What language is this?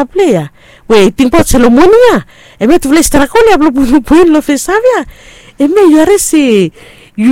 Bislama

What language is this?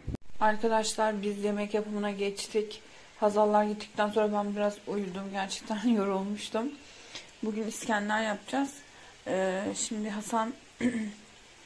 Turkish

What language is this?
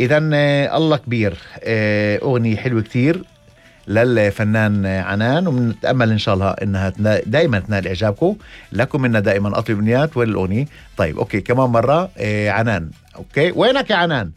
North Levantine Arabic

